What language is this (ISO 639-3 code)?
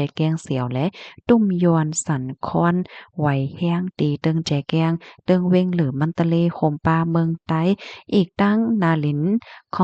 shn